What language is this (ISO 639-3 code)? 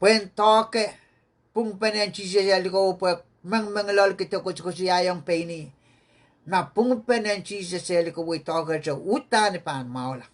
pon